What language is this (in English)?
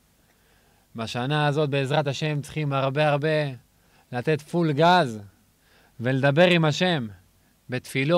Hebrew